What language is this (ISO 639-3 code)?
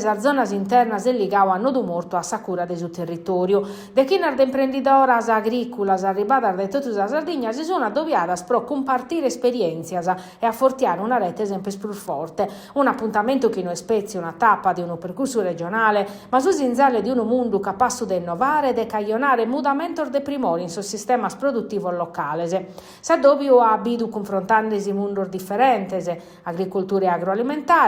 srd